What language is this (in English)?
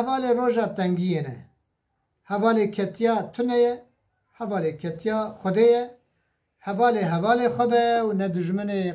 Kurdish